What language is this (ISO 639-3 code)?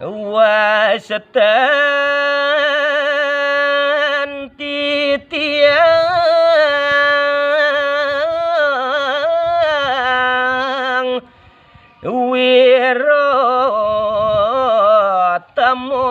ban